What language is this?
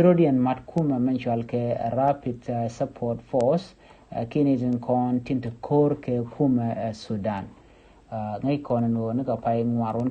Nuer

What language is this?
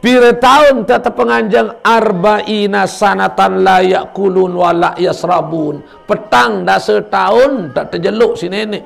Sasak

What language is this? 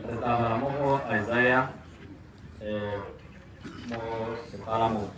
Tswana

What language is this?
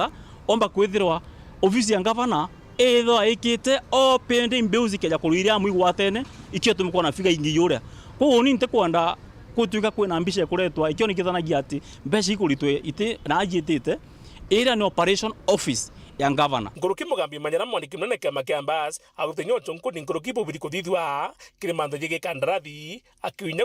Meru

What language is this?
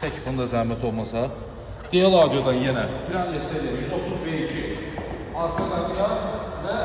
Azerbaijani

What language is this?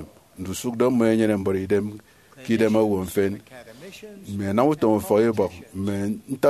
Efik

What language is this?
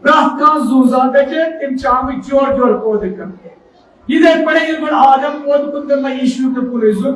Kashmiri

